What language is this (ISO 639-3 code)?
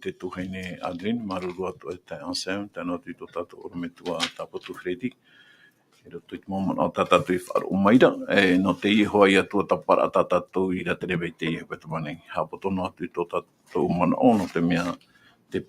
tah